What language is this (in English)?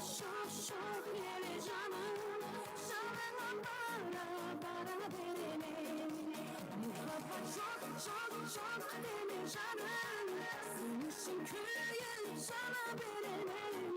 Kara-Kalpak